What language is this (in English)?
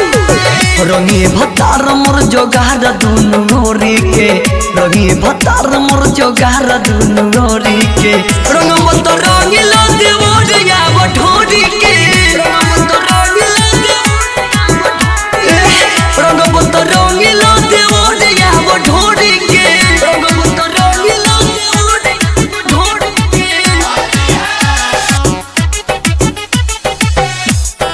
Bhojpuri